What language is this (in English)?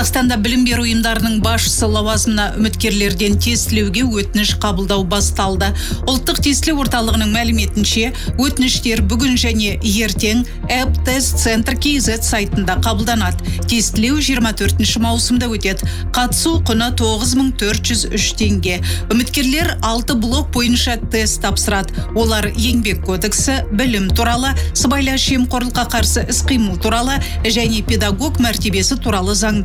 Kazakh